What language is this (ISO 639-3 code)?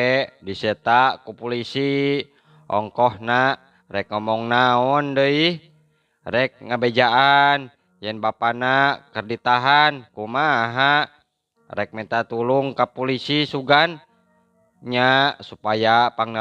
sun